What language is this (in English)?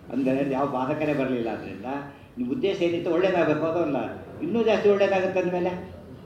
Kannada